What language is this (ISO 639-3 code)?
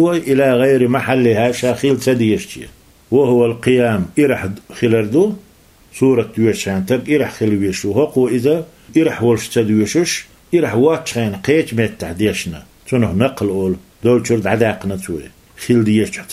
che